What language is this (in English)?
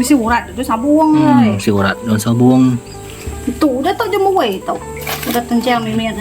Iban